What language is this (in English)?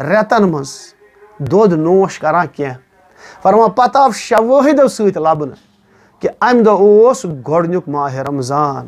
Kashmiri